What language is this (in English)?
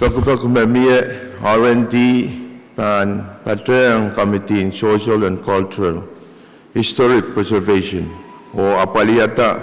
Pohnpeian